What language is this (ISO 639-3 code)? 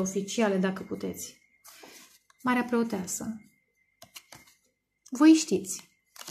ron